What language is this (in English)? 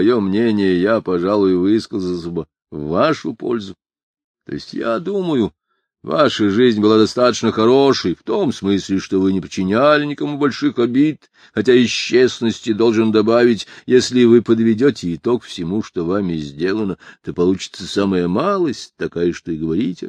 Russian